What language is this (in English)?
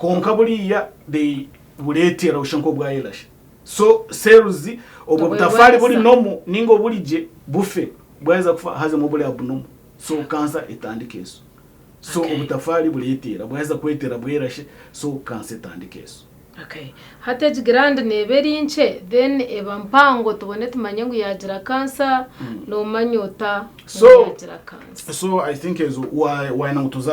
Nyankole